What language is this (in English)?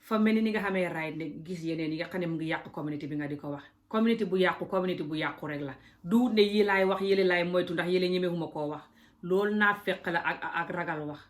Wolof